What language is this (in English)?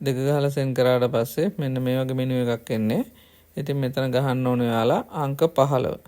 Sinhala